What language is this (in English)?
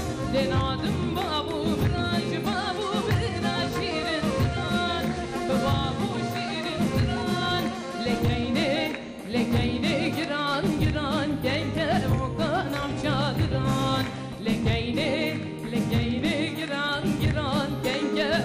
Kurdish